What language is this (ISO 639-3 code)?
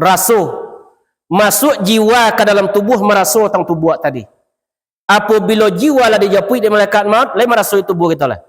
min